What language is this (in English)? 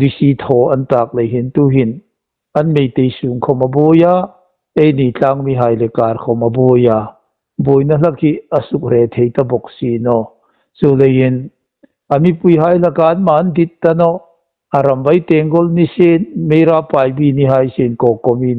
Hmar